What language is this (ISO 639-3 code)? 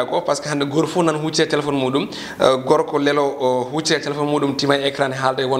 ful